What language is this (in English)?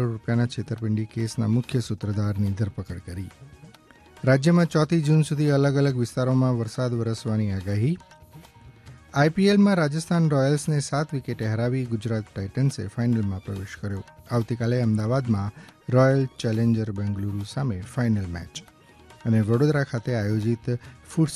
Gujarati